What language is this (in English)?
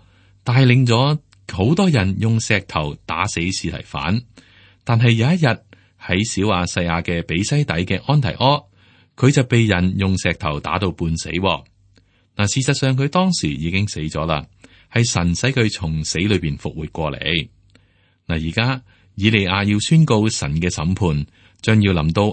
Cantonese